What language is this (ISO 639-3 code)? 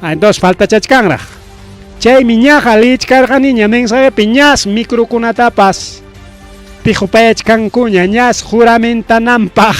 quy